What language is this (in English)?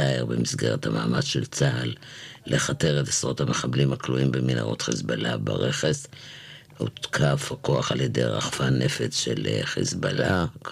Hebrew